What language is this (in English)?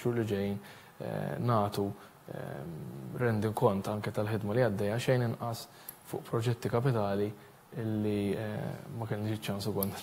Maltese